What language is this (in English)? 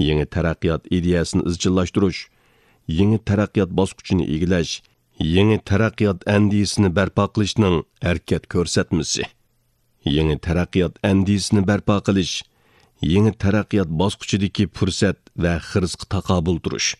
Uyghur